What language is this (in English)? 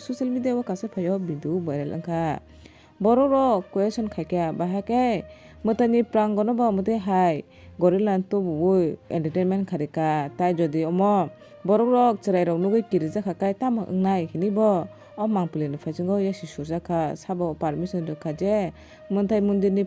Kok Borok